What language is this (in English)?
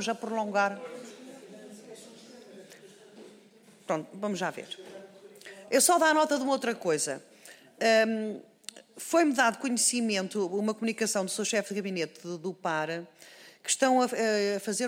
Portuguese